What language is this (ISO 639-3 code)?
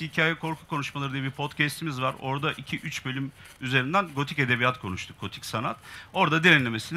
tur